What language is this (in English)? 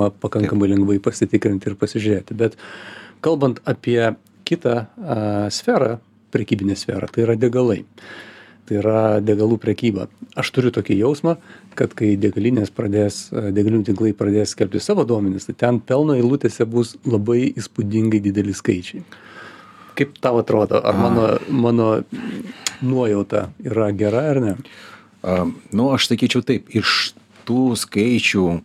Lithuanian